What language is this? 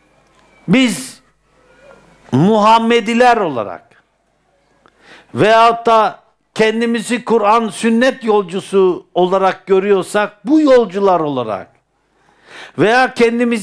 Turkish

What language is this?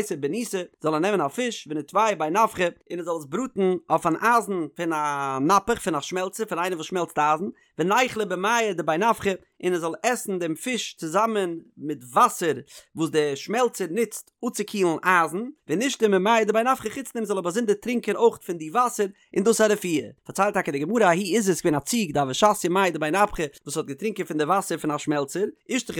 Yiddish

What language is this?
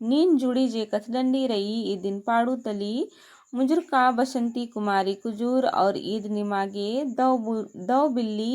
Kurukh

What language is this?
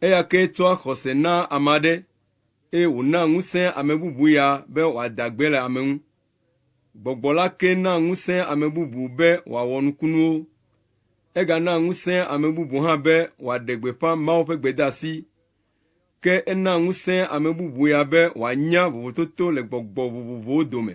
Ewe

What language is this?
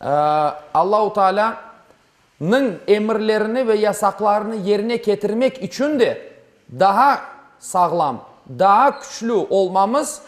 Crimean Tatar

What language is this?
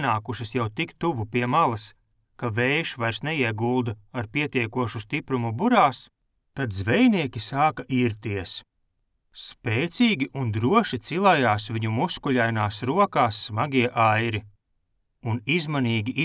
Latvian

